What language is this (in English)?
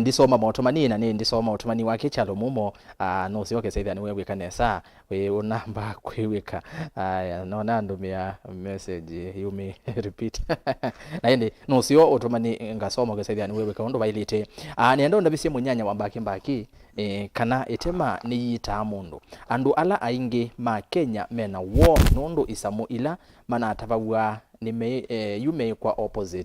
Kamba